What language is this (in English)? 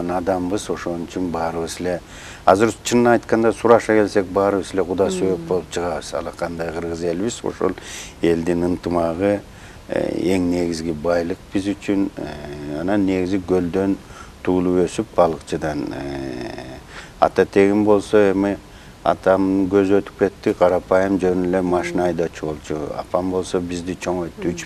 Kyrgyz